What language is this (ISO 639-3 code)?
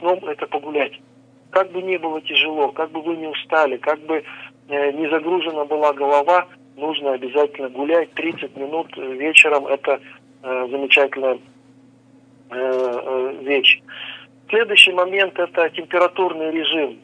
rus